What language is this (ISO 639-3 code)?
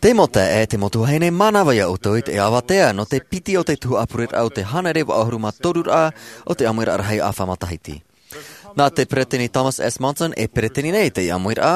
tah